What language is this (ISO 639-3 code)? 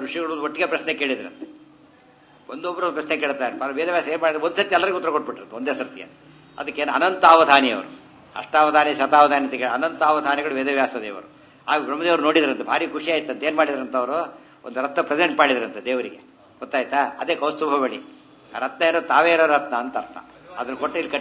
kan